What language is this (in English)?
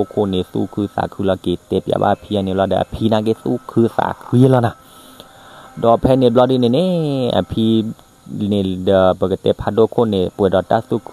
S'gaw Karen